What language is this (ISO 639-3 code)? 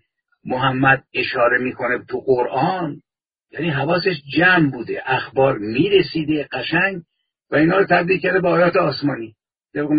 fas